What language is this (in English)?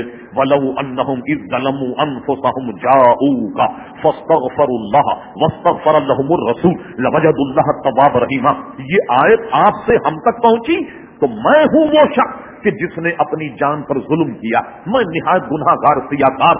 Urdu